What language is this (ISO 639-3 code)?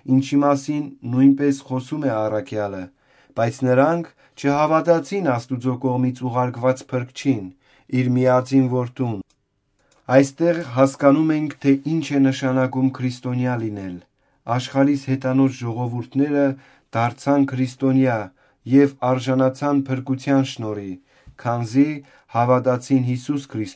hye